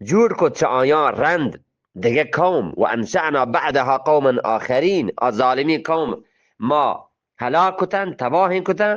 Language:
Eastern Balochi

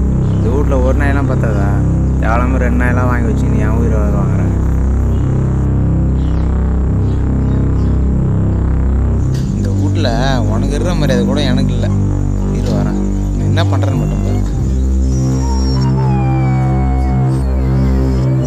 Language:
Tamil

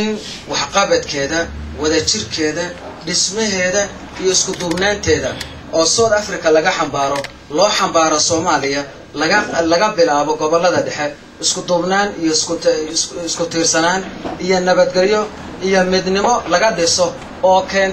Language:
Somali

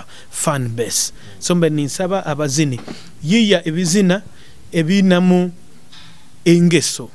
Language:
Nyoro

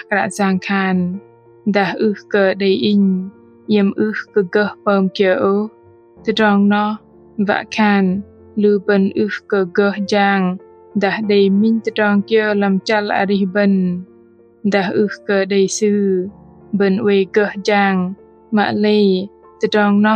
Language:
Bahnar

